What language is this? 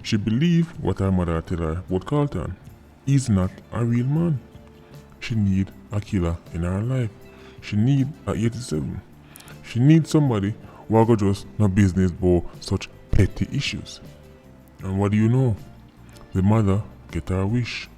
Jamaican Creole English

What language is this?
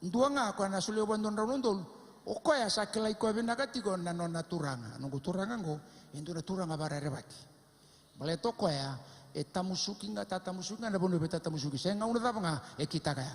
Fijian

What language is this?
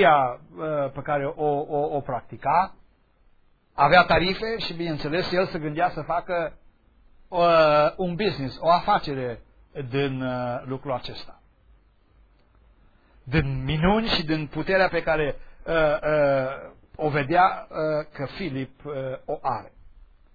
Romanian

